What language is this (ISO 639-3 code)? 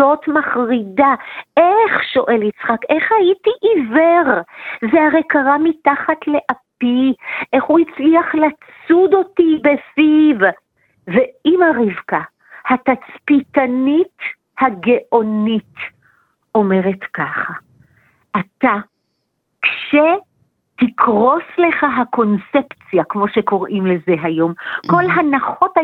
heb